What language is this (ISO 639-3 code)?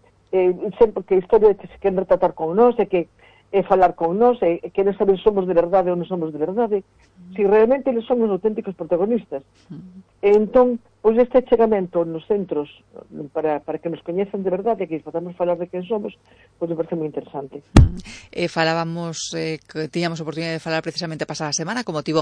glg